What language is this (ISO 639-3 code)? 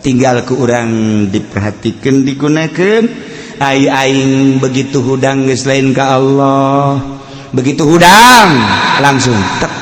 sun